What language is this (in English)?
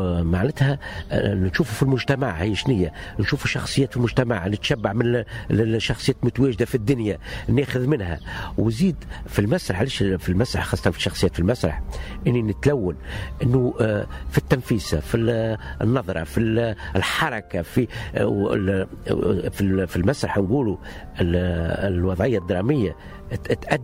Tunisian Arabic